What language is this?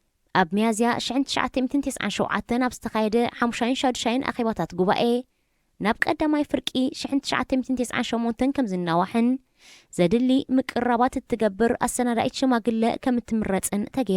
Tigrinya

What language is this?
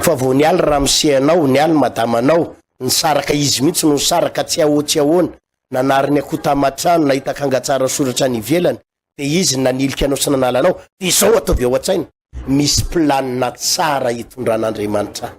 Malagasy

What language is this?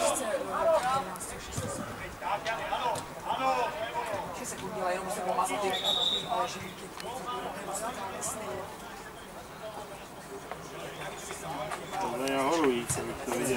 Czech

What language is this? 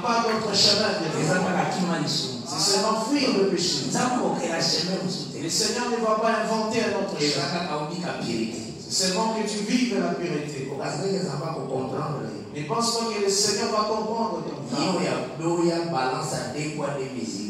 French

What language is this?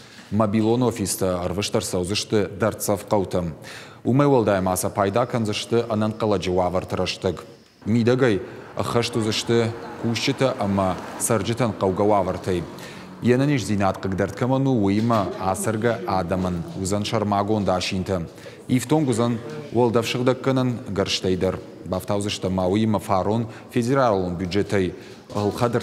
Ossetic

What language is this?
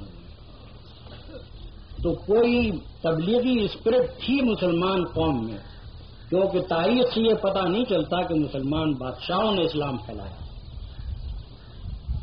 Urdu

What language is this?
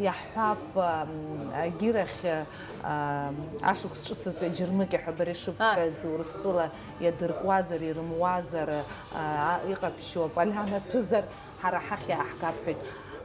Abkhazian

